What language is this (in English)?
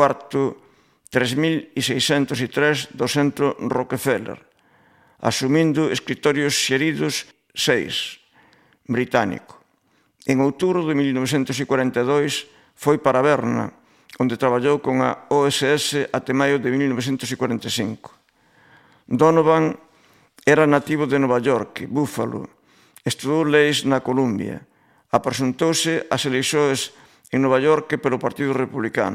Galician